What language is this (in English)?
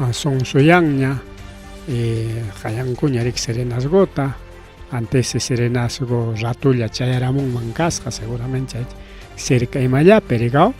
Ayacucho Quechua